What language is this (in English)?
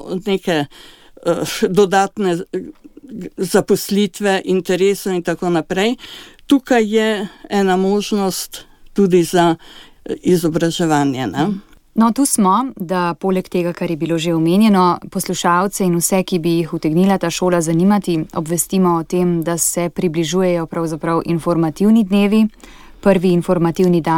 Slovenian